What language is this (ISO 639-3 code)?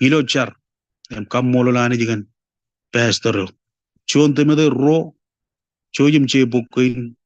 mah